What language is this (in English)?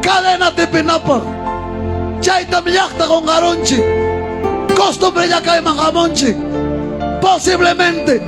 Ayacucho Quechua